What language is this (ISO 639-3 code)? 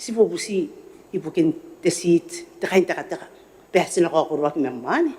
gil